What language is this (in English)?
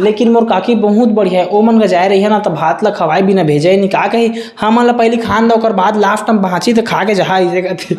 Chhattisgarhi